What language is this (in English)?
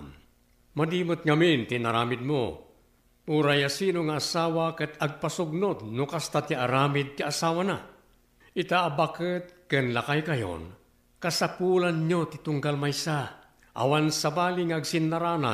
Iloko